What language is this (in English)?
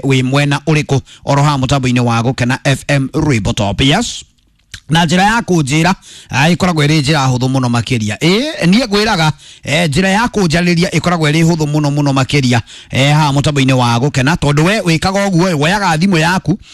Kikuyu